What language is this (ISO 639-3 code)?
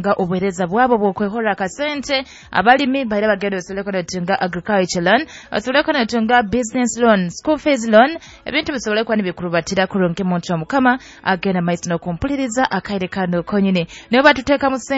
nyo